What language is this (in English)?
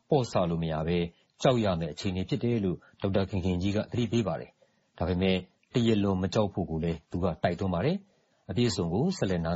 Burmese